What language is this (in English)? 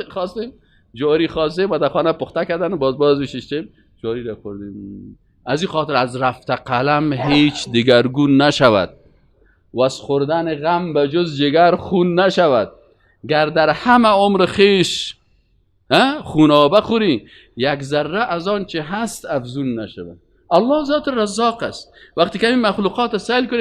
Persian